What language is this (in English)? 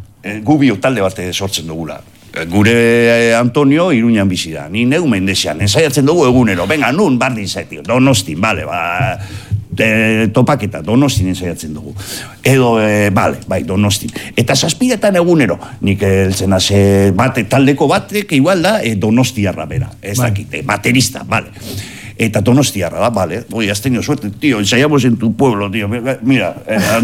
Basque